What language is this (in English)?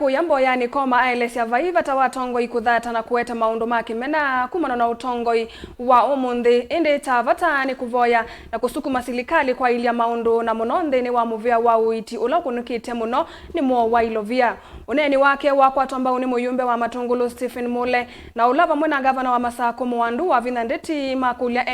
Kamba